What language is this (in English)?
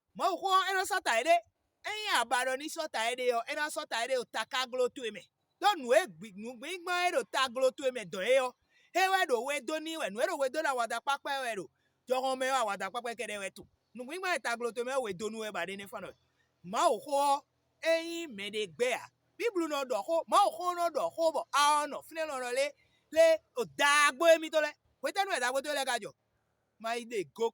Fon